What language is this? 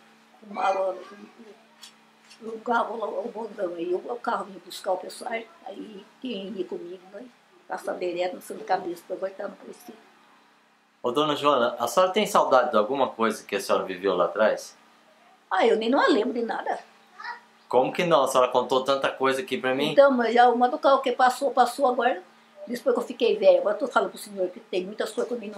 Portuguese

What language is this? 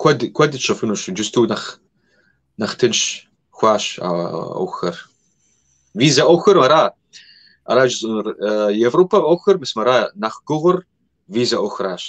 Kabardian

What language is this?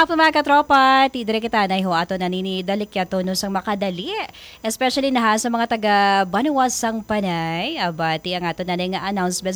Hiligaynon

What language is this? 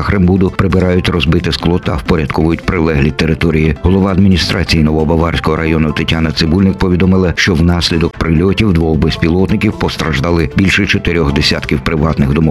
Ukrainian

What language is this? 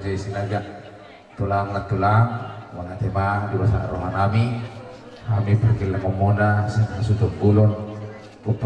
Batak Toba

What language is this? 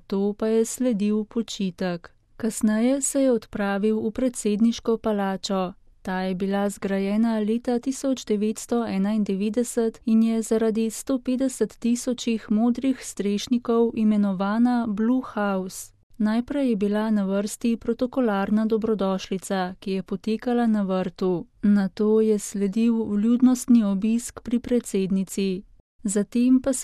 Slovenian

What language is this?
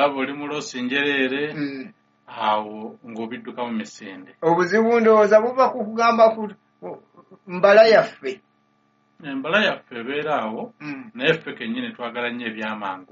Ganda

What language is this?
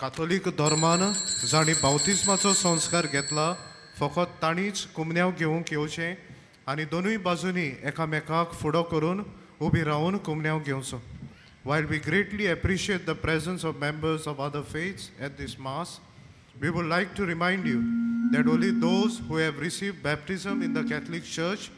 Konkani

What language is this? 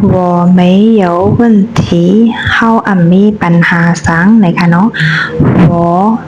Shan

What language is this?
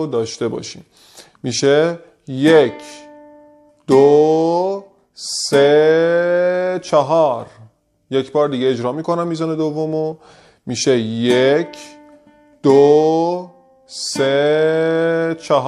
Persian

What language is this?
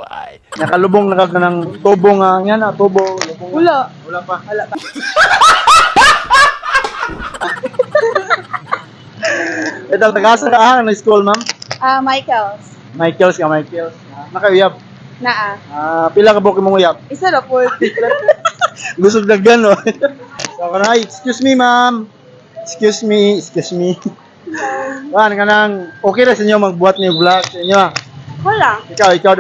Cebuano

